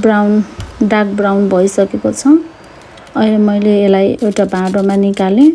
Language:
Nepali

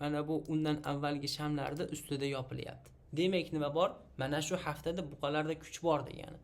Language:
Uzbek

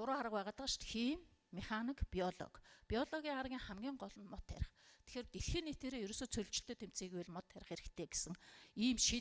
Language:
Mongolian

